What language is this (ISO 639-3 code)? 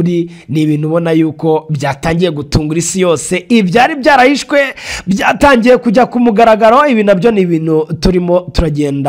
kin